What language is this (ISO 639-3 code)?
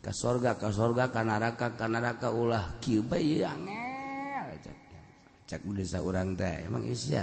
sun